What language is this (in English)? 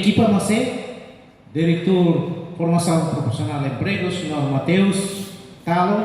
Tetum